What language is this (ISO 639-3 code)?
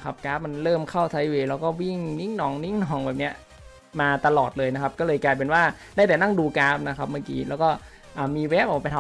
tha